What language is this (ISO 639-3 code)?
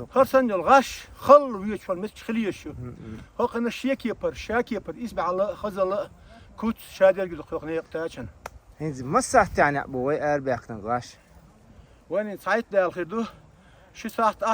che